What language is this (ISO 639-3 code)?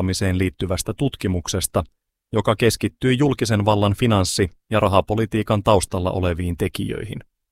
fin